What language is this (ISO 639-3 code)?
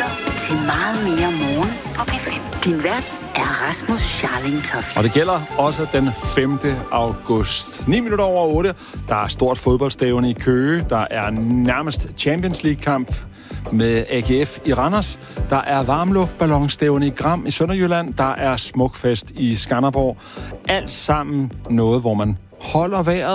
dan